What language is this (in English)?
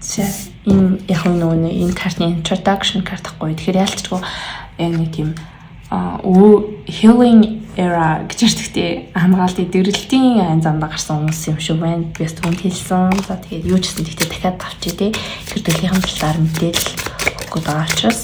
Mongolian